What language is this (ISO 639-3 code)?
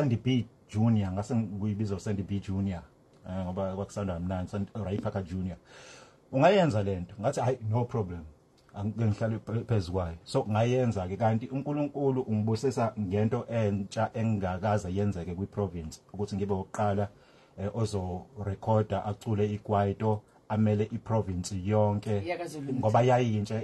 zul